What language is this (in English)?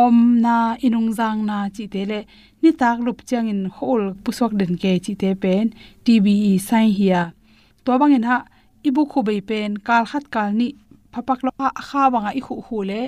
Tedim Chin